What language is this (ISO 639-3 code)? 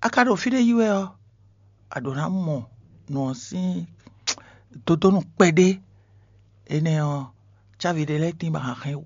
fon